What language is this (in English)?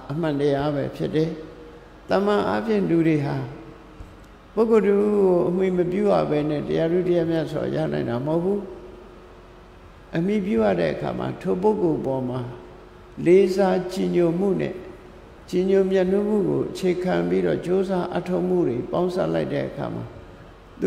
Burmese